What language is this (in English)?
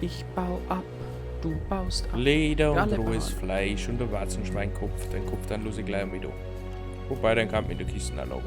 Bavarian